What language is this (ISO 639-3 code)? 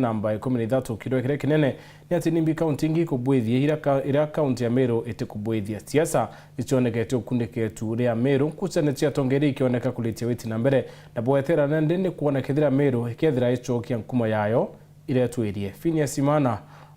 mer